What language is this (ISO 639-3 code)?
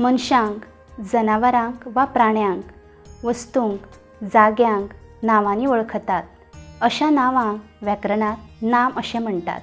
kok